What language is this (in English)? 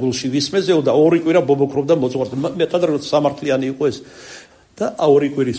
Georgian